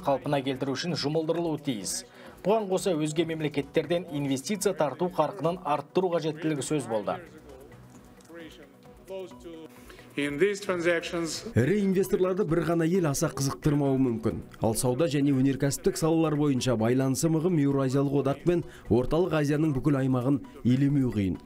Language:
Kazakh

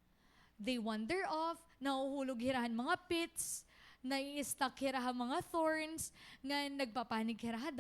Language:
Waray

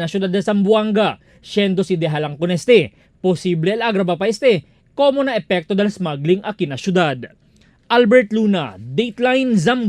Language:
Chavacano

